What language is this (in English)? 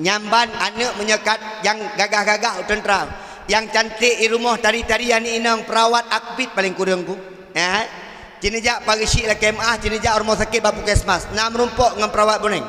Achinese